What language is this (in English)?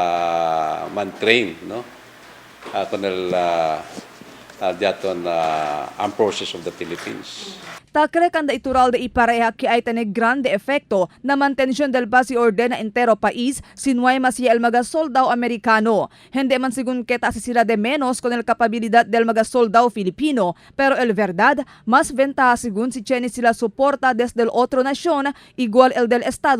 Chavacano